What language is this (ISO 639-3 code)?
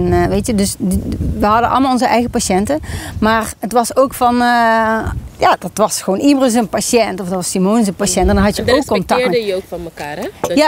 nld